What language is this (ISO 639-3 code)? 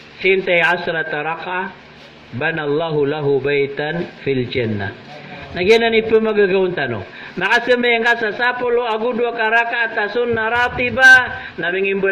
mrw